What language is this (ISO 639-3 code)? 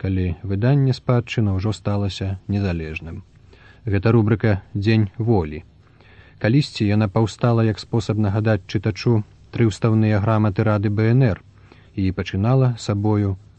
bel